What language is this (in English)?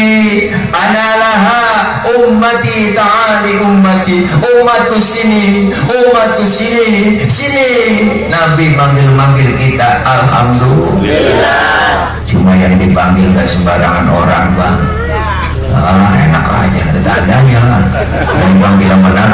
Betawi